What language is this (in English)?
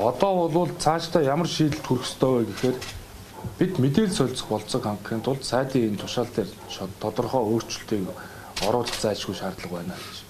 Mongolian